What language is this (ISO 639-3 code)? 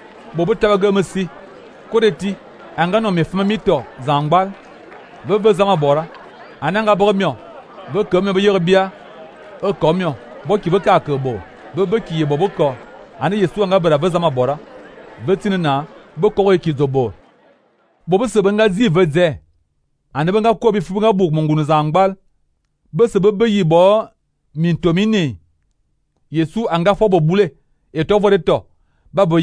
fan